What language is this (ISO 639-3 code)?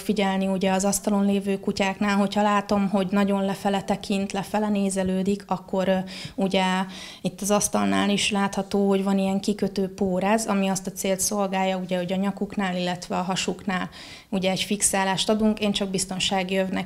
hun